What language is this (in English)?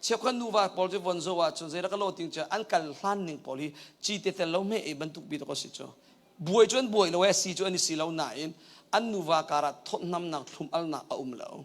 Hakha Chin